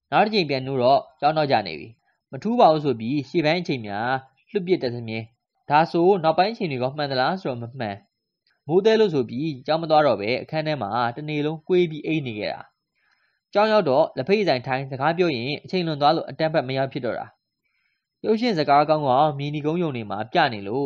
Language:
Burmese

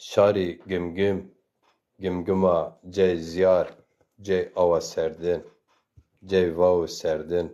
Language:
Zaza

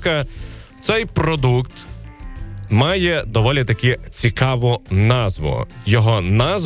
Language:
Ukrainian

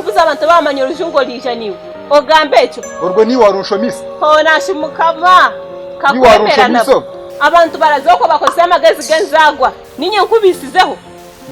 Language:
Nyankole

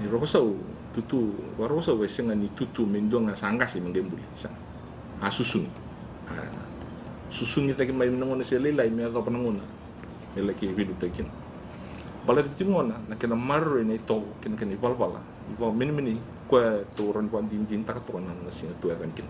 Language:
Fijian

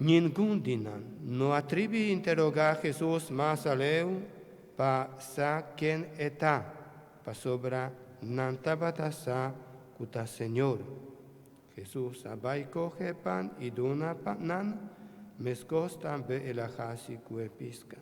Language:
Papiamento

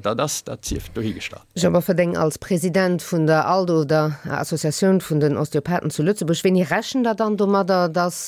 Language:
Luxembourgish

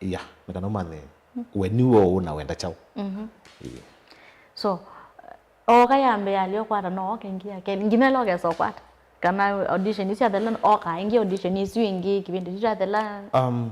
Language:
Kamba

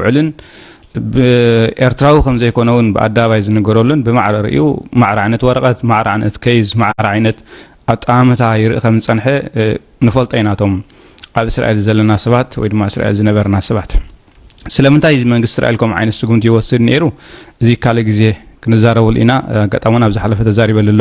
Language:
Tigrinya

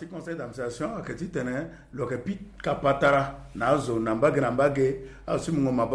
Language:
Sango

